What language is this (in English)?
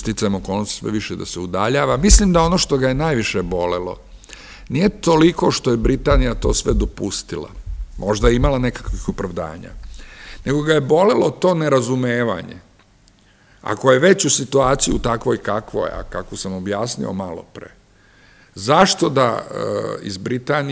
Serbian